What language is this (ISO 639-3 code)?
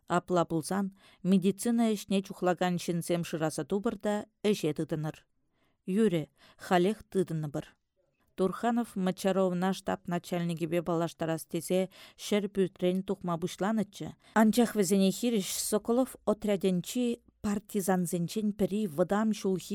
chv